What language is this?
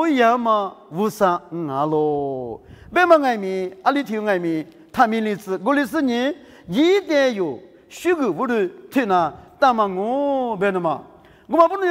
Lisu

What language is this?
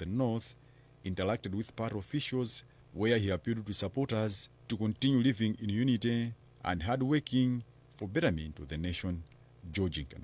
English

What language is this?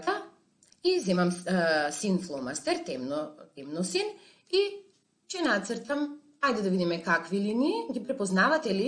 Macedonian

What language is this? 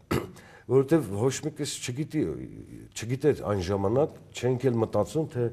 Armenian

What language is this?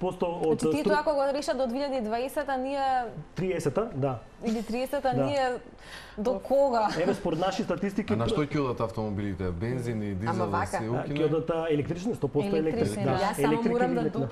Macedonian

